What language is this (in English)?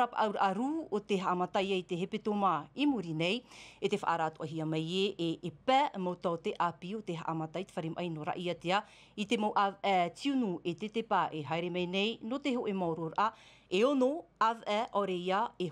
Tahitian